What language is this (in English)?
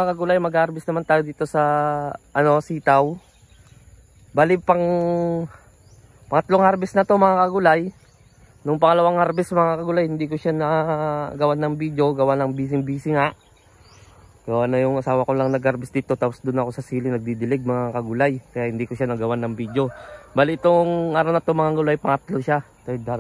Filipino